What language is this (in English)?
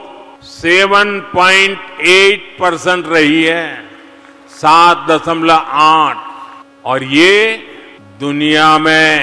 Hindi